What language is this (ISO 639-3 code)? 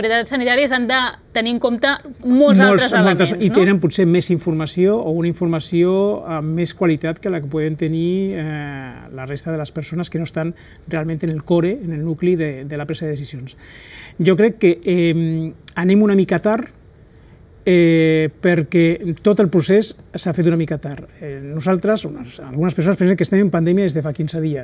cat